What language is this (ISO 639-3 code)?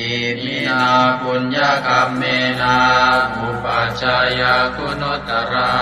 pli